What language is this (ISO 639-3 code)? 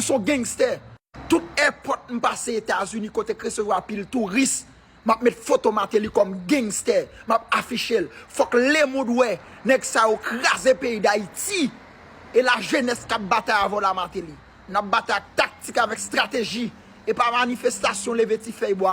hat